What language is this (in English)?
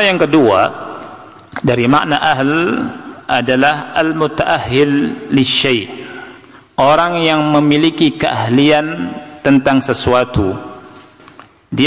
Indonesian